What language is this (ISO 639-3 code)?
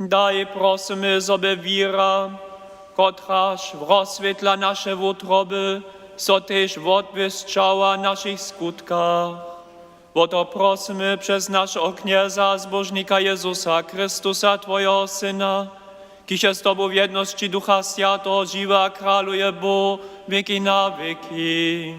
hsb